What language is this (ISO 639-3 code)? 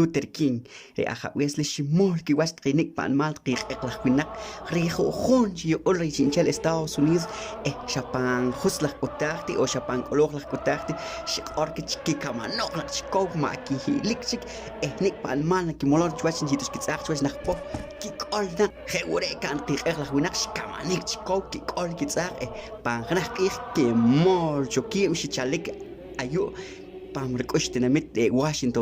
poh